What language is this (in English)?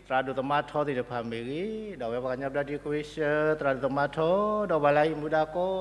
S'gaw Karen